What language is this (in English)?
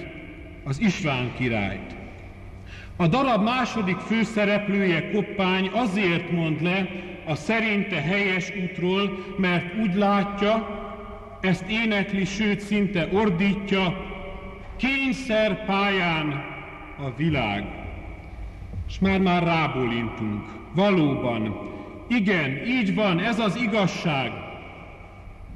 Hungarian